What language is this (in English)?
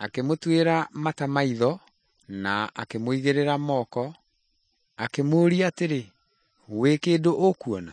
Kikuyu